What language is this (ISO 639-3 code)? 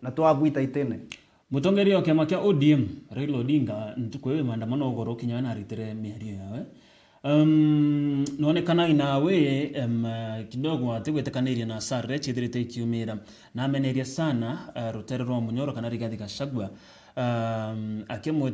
mer